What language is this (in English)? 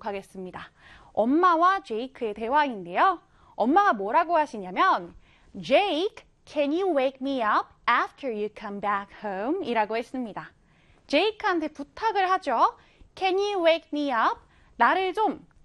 Korean